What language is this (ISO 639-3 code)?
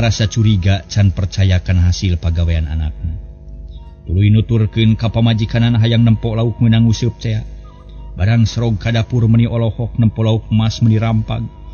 sun